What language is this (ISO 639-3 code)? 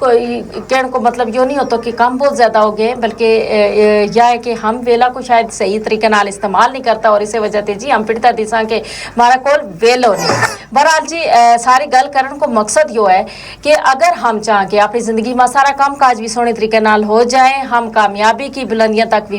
gju